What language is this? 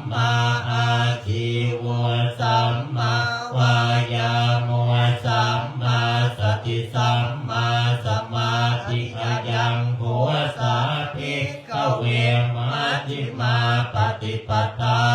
Pali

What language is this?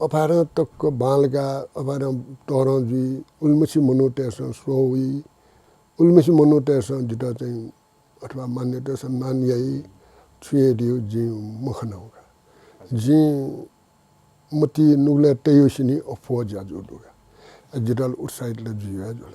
Newari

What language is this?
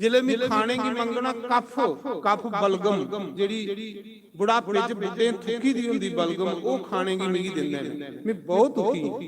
Dogri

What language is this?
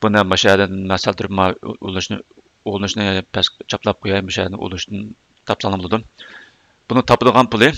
Uyghur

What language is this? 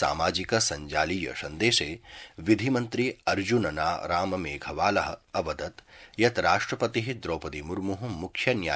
Sanskrit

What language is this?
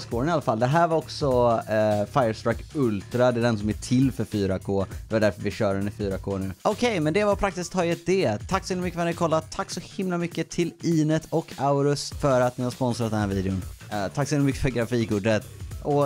Swedish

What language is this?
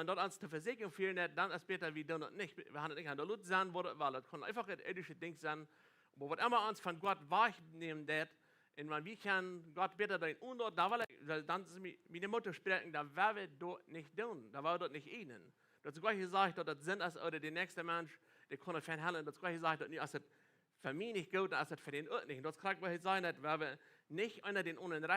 Plautdietsch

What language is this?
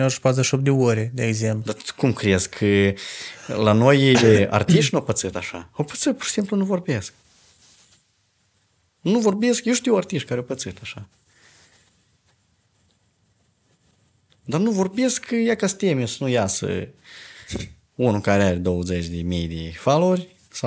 Romanian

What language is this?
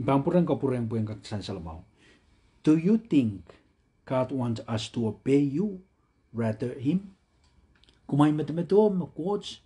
Pohnpeian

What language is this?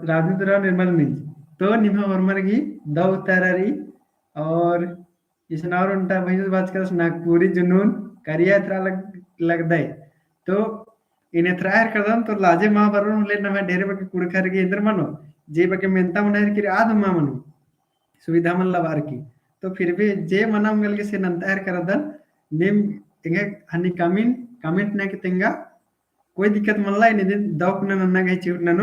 Kurukh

